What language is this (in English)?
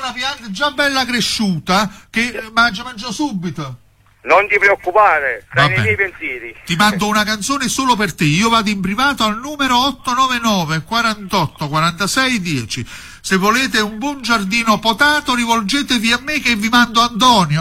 Italian